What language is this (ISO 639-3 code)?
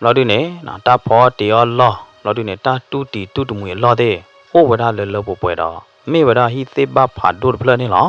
ksw